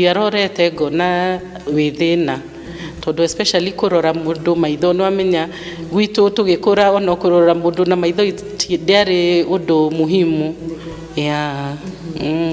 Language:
Kikuyu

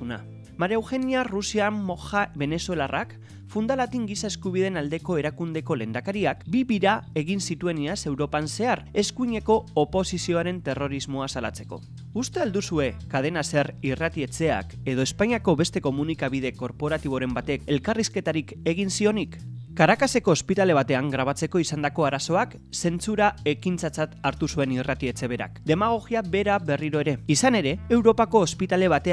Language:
Basque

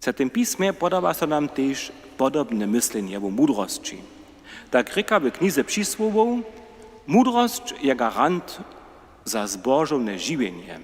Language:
Upper Sorbian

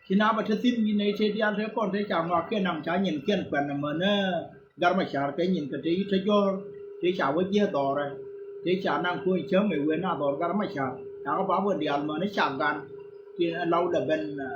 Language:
Nuer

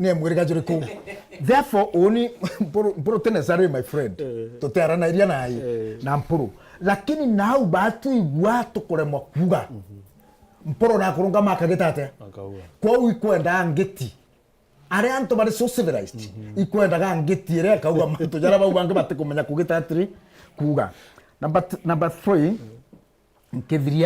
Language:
Meru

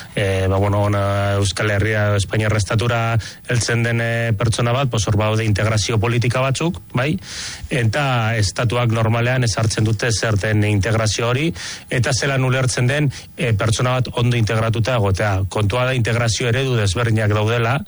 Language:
Basque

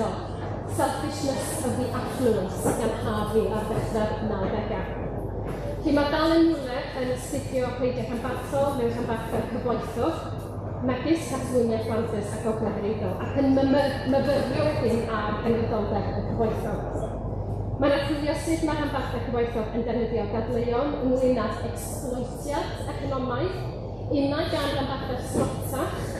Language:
Welsh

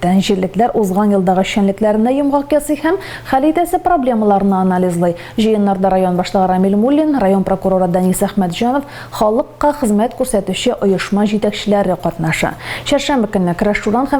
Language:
Tatar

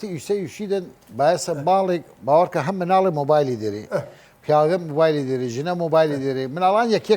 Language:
Southern Kurdish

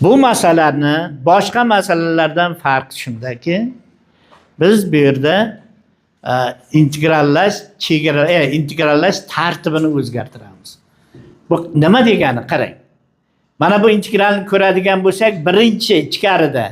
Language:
Uzbek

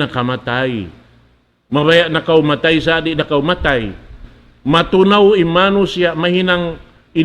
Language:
Tausug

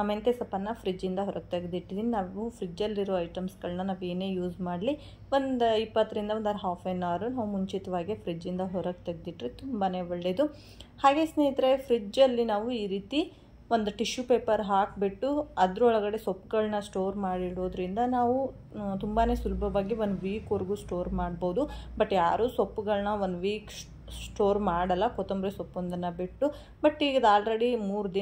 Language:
Kannada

